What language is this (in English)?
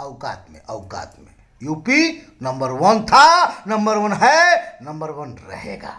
Bhojpuri